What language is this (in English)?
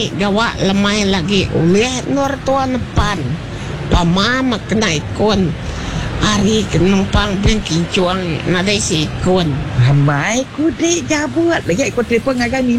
Iban